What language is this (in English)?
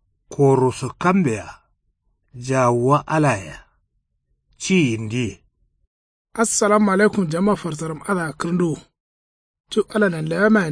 Kanuri